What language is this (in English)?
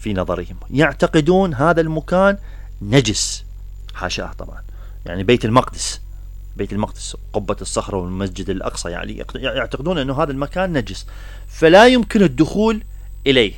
Mesopotamian Arabic